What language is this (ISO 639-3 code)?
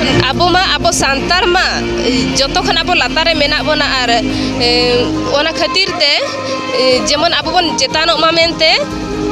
sat